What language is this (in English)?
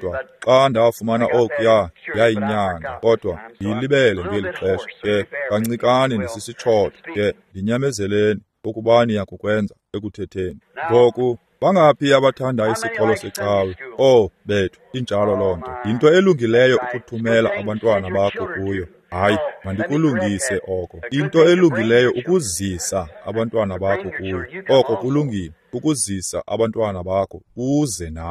Xhosa